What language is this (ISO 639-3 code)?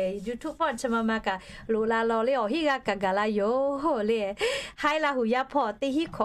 lhu